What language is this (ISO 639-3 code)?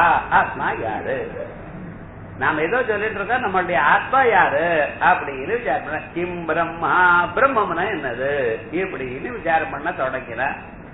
tam